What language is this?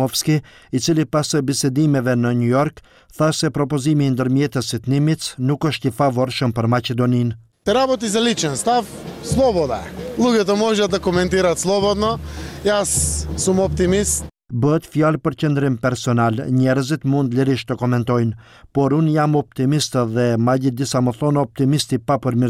Albanian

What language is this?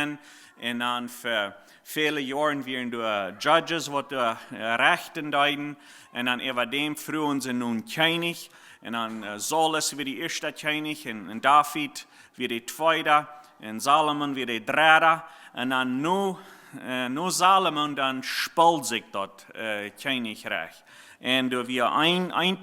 Plautdietsch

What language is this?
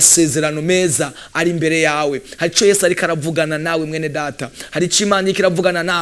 Rundi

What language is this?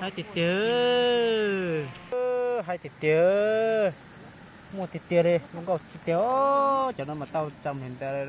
Hmong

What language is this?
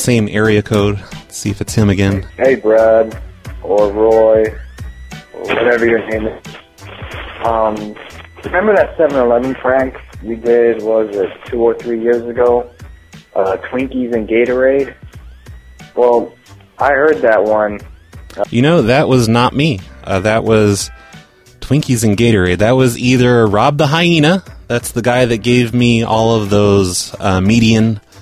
English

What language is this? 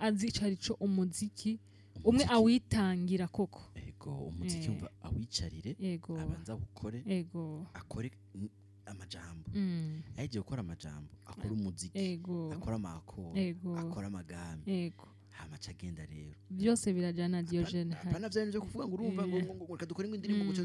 Rundi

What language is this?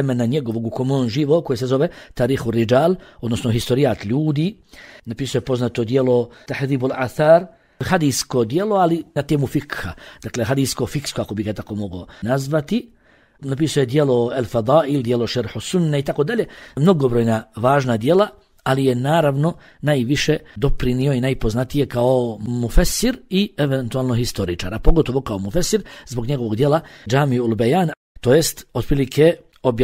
Bosnian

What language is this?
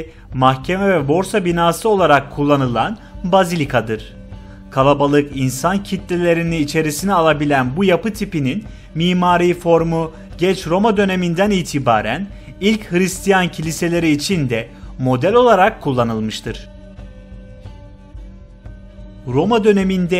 Turkish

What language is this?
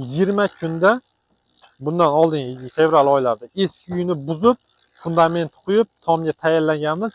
Uzbek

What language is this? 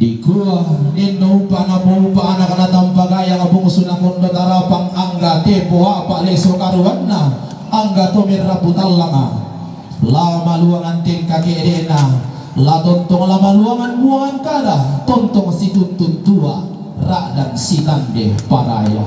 Toraja-Sa'dan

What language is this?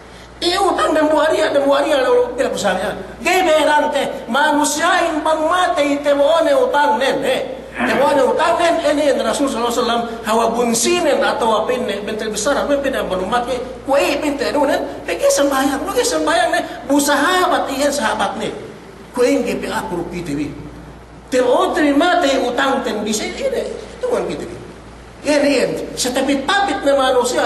Yakan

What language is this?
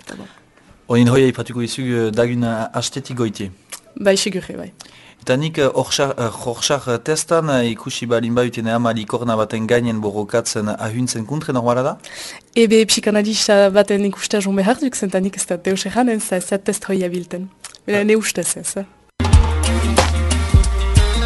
Basque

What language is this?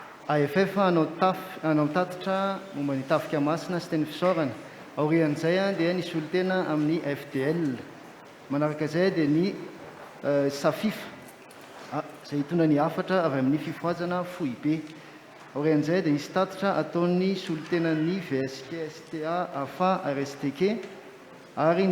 Malagasy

